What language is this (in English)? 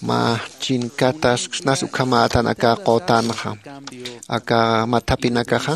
Aymara